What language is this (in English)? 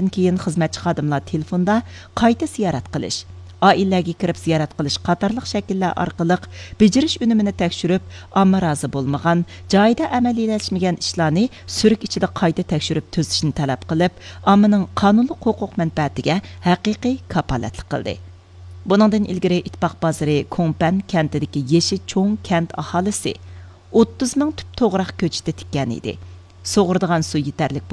Uyghur